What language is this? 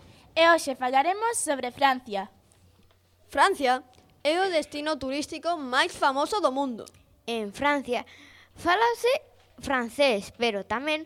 Galician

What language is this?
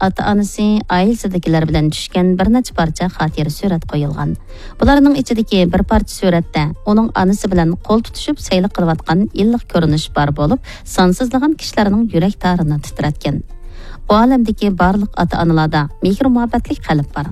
Uyghur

